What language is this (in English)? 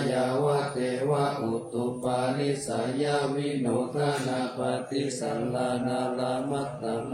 Pali